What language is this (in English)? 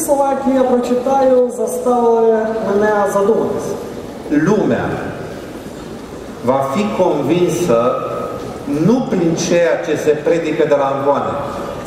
Ukrainian